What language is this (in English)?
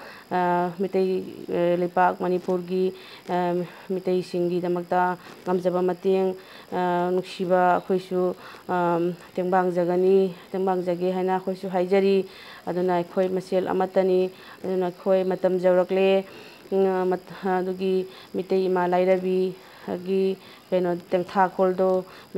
Manipuri